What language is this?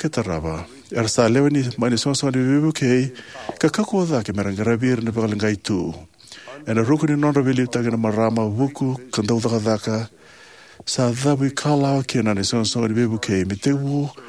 Fijian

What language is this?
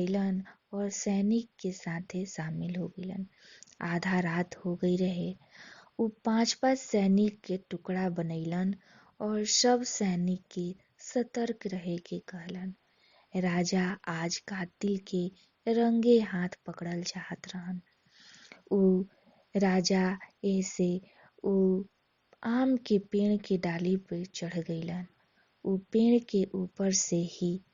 Bhojpuri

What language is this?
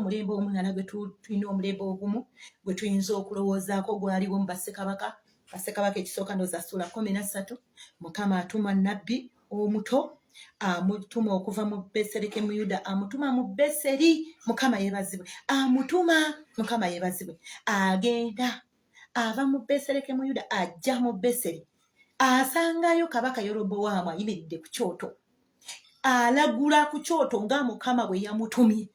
Ganda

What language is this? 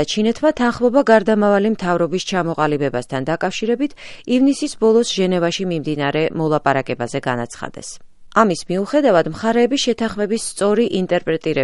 Georgian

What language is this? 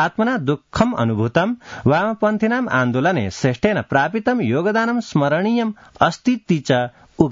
Sanskrit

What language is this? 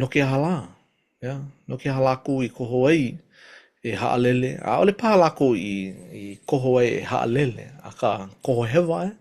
Hawaiian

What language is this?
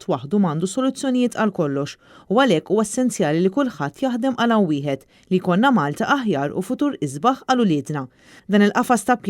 Maltese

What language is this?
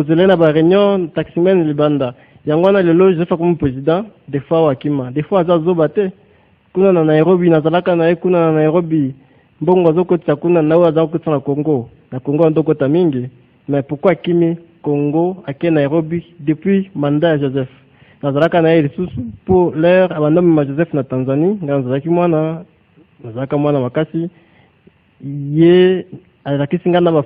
Lingala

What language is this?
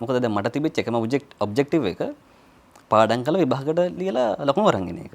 Sinhala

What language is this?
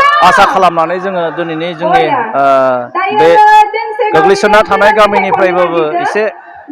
Bodo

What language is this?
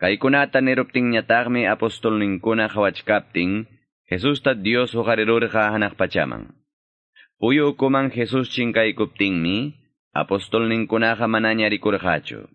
Quechua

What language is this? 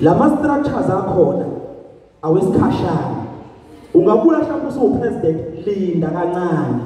Zulu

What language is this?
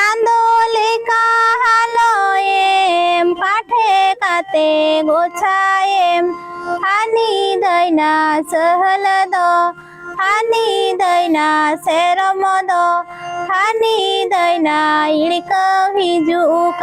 Santali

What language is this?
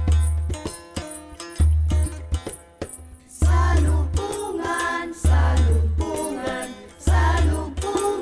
Filipino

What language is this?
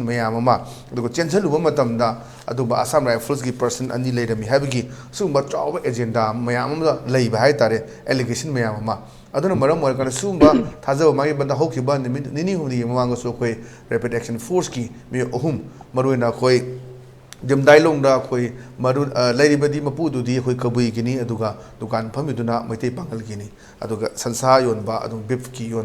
Manipuri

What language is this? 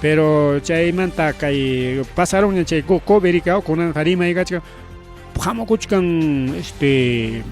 Ayacucho Quechua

